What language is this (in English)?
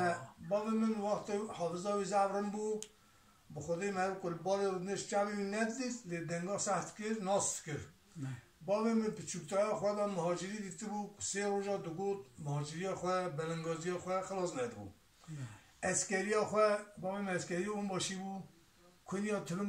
Kurdish